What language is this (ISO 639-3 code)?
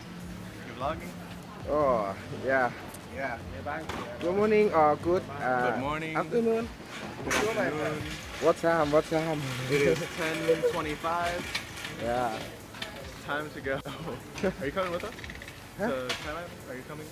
lao